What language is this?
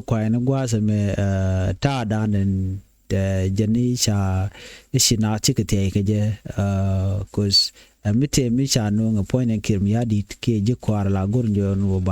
Nuer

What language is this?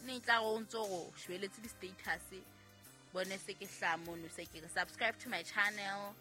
Southern Sotho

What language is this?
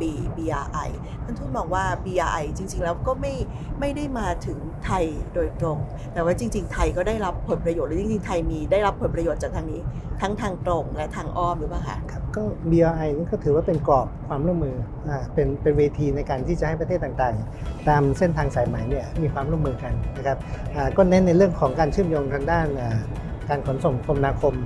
Thai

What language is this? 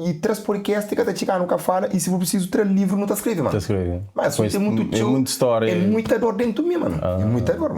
Kabuverdianu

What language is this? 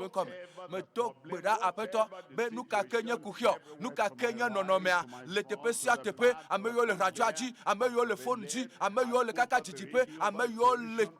Ewe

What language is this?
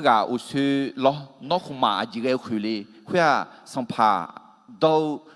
Akha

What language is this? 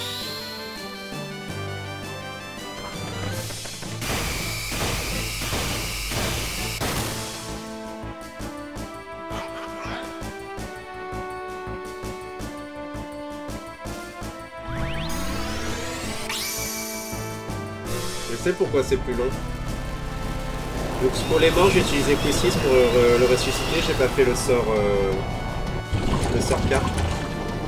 French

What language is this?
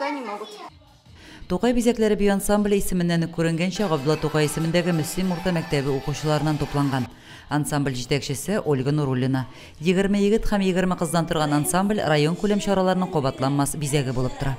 Tatar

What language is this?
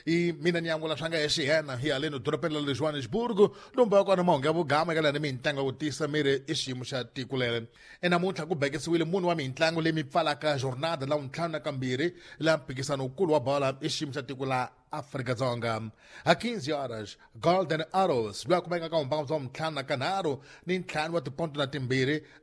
Tsonga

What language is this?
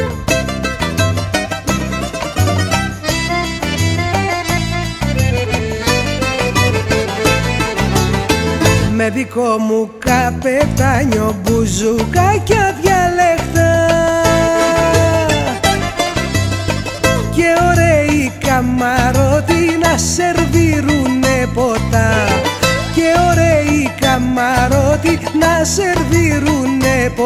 Greek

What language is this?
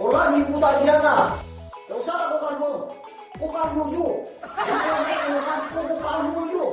Minangkabau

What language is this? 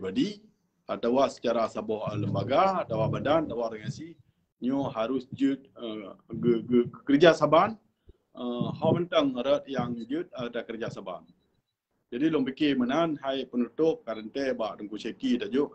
Achinese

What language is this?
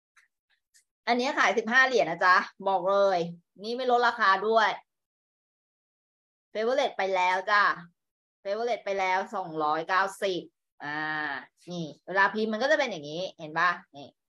Thai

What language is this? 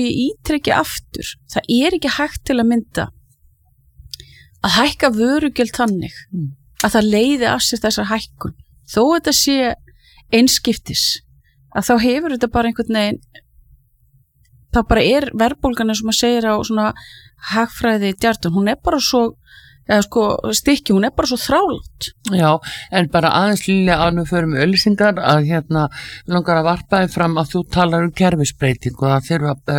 Icelandic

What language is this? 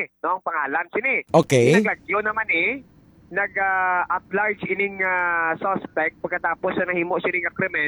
Hiligaynon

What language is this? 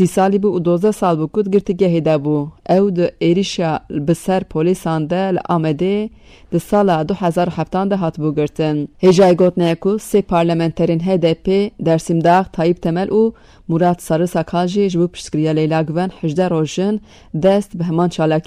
Kurdish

